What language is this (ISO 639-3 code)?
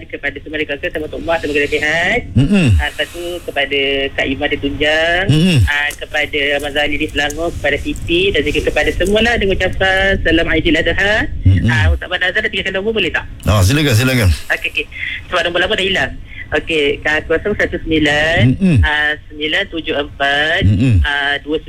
msa